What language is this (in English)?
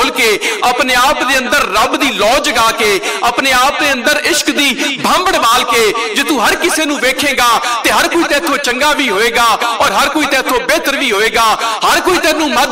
Western Panjabi